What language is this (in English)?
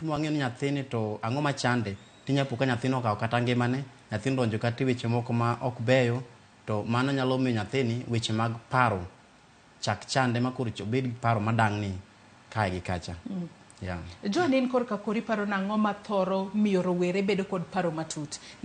Luo (Kenya and Tanzania)